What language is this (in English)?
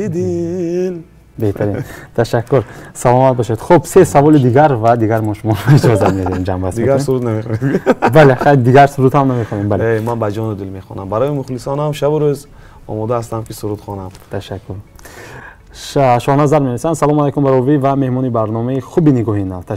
Tajik